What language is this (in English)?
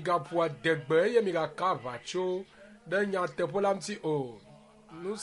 Ewe